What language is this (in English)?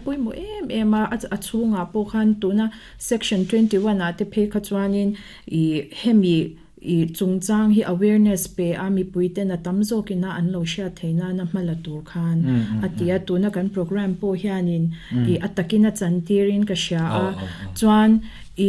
Mizo